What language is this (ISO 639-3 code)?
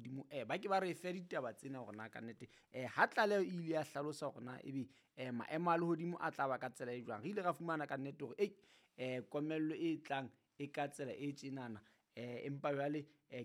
sot